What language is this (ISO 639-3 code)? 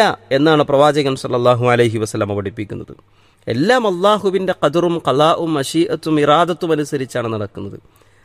mal